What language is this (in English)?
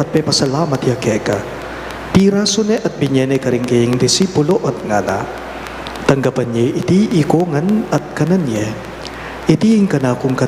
Pampanga